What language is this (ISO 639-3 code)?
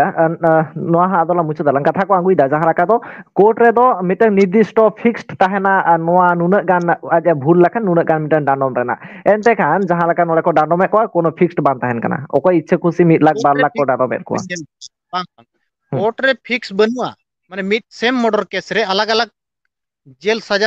sat